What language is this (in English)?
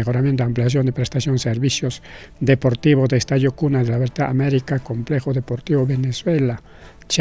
Ayacucho Quechua